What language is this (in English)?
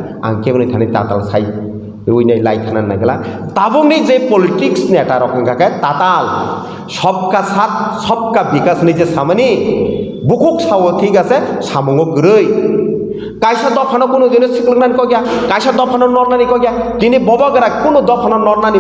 Kok Borok